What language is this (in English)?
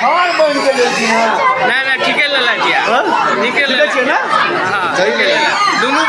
Maithili